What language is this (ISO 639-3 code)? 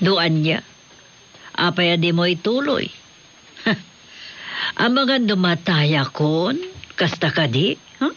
ilo